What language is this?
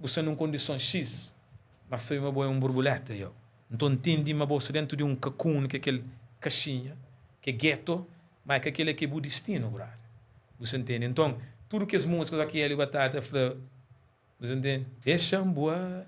Kabuverdianu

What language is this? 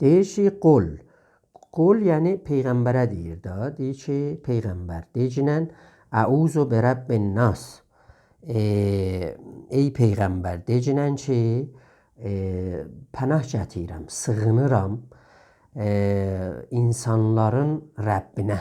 South Azerbaijani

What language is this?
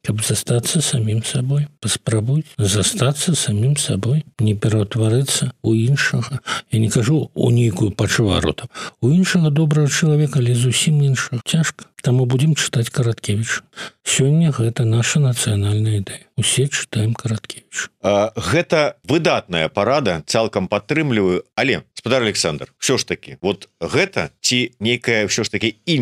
Belarusian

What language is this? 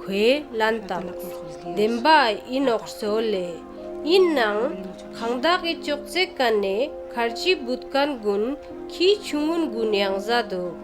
Ladakhi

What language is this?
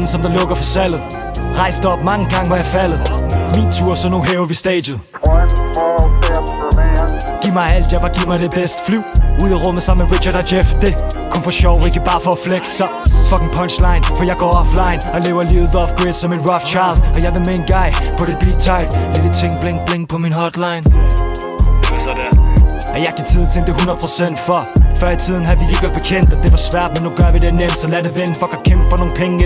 Danish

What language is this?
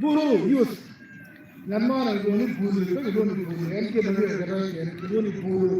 Acoli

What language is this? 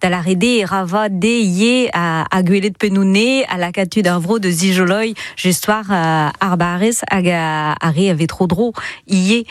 Breton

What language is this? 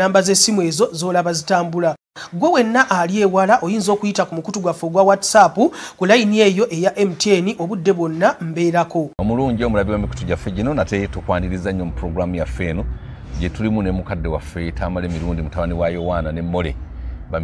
Ganda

